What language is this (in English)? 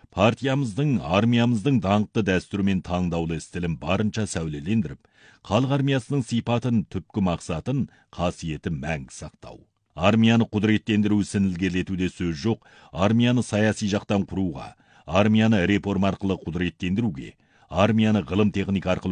Kazakh